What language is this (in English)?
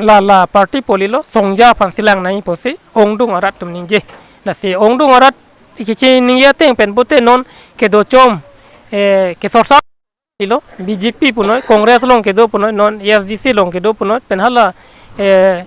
Karbi